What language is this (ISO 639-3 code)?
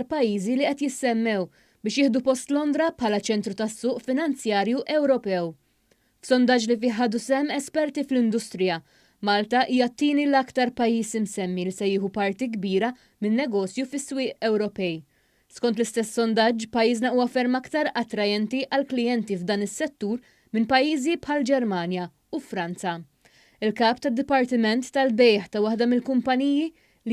mlt